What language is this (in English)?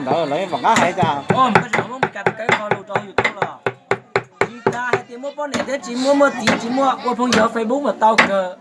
Hmong